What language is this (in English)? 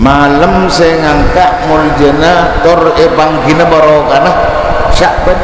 Madurese